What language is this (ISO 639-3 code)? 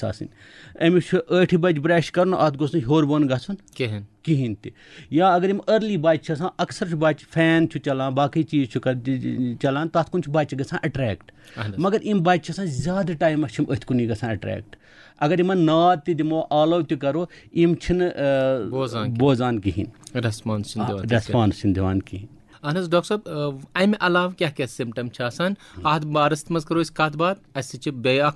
kas